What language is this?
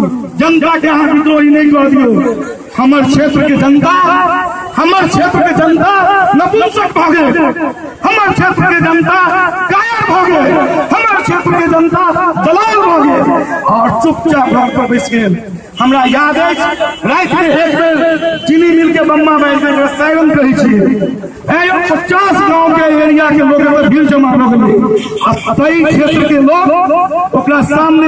Maithili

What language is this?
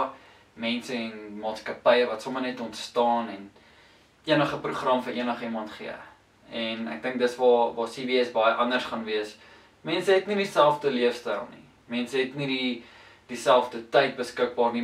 Afrikaans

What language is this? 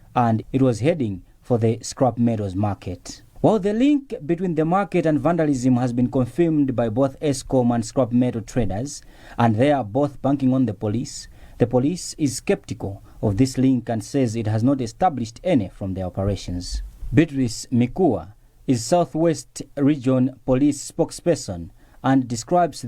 English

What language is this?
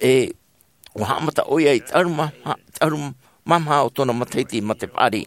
Tahitian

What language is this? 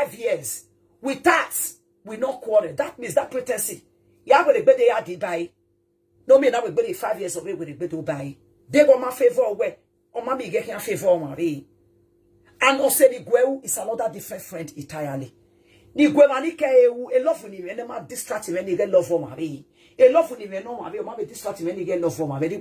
Nigerian Pidgin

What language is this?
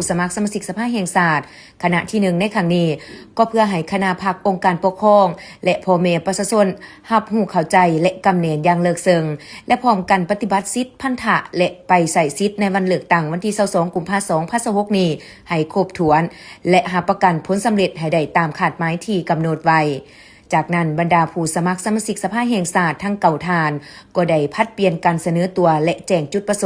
Lao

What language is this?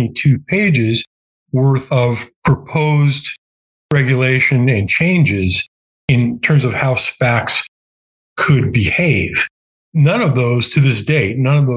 English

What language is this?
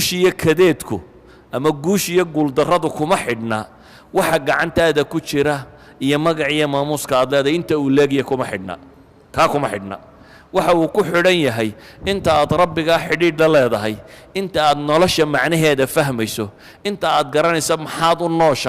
Somali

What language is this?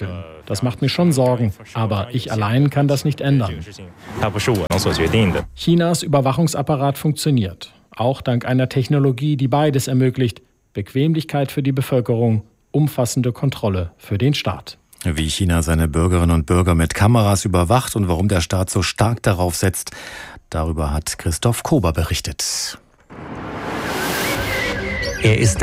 German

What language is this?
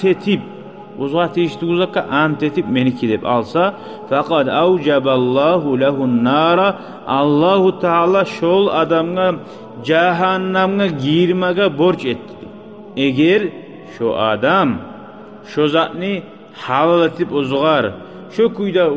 Kumyk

